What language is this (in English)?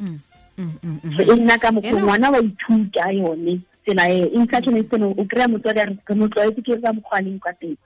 Tswana